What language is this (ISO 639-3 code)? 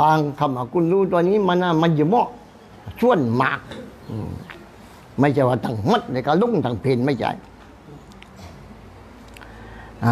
tha